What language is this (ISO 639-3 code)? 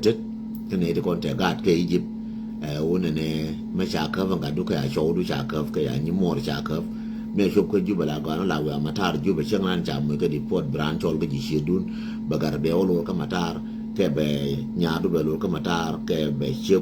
nus